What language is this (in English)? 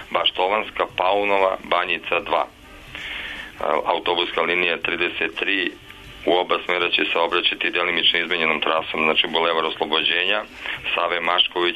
Serbian